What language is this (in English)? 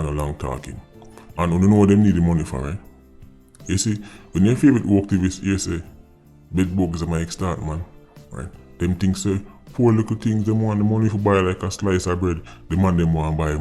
Jamaican Creole English